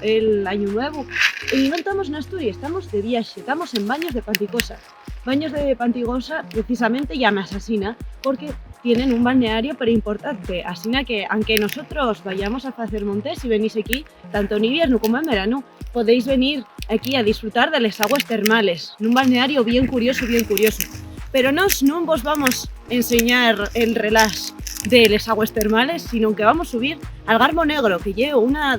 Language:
Asturian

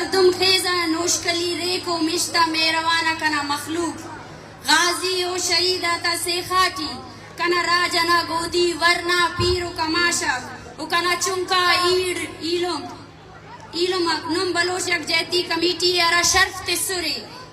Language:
Brahui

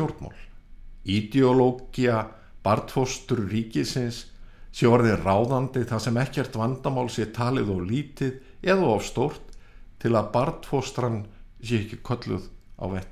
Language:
Icelandic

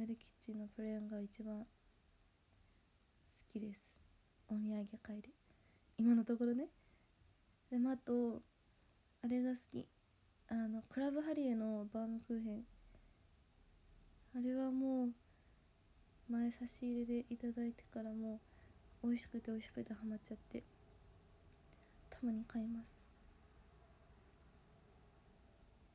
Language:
Japanese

